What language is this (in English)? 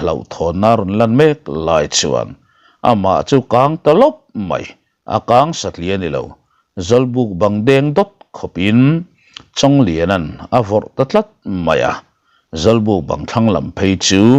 Mizo